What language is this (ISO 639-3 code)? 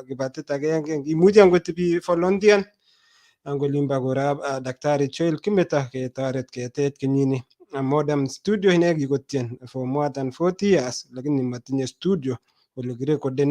kln